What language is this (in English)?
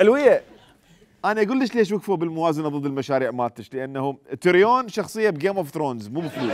Mesopotamian Arabic